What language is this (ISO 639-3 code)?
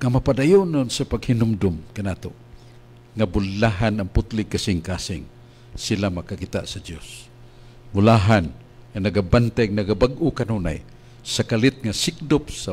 ceb